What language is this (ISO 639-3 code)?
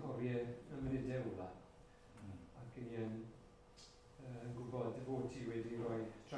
cym